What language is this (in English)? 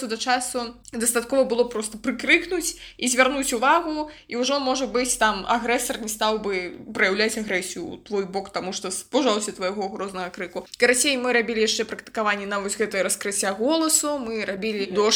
Belarusian